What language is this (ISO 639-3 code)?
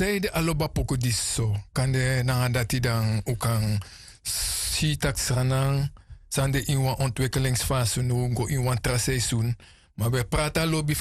srn